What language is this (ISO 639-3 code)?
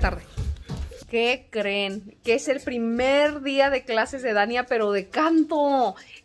spa